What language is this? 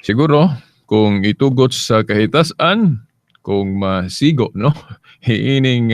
Cebuano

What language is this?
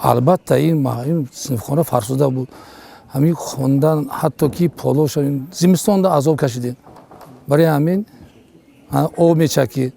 Tajik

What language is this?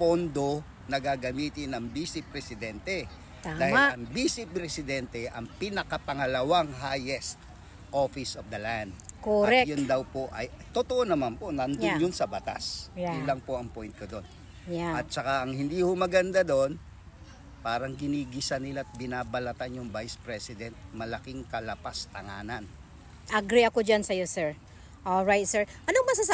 Filipino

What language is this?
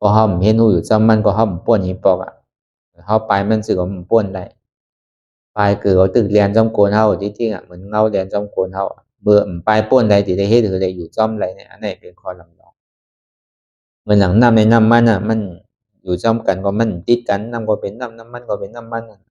Shan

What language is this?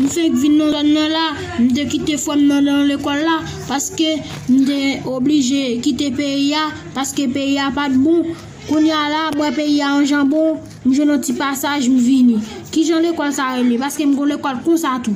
Haitian Creole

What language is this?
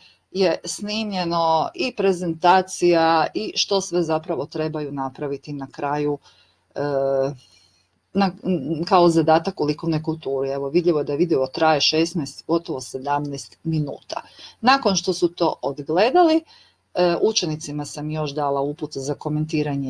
Croatian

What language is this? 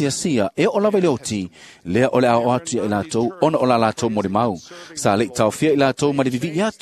Samoan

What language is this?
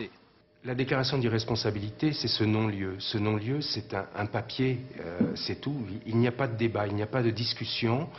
French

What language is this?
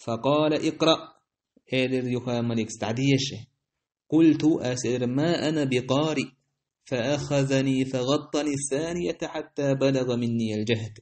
Chechen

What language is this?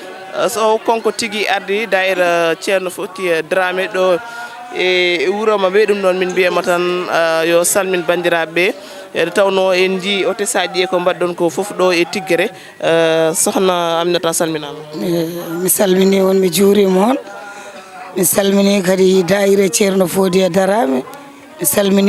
Fula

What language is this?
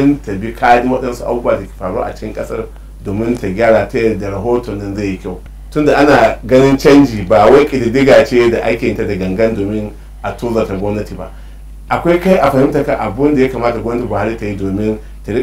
Hausa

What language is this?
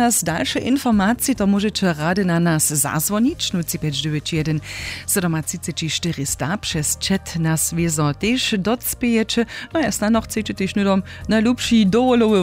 Upper Sorbian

